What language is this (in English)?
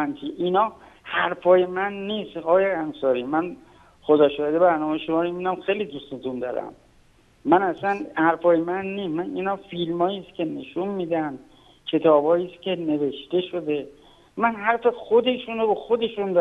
Persian